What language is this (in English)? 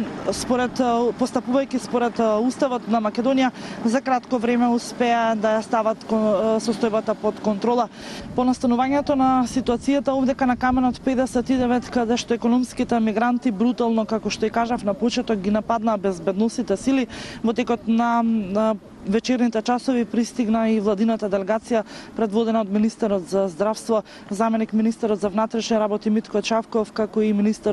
Macedonian